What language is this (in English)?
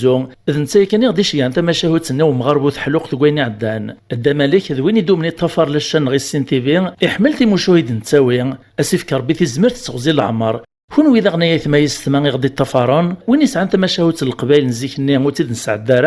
Kabyle